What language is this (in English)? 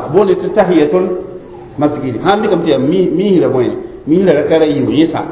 Mossi